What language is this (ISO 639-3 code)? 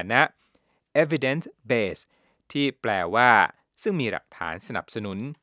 tha